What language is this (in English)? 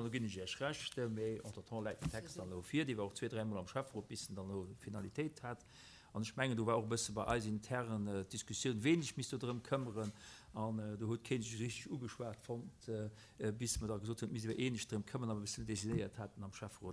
Luxembourgish